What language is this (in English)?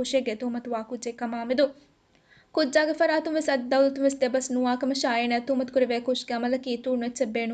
Divehi